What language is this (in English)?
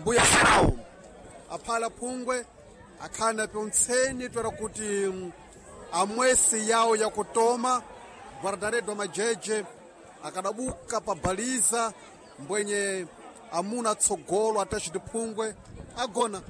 Sena